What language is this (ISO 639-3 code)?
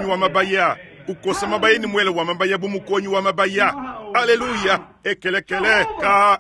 lua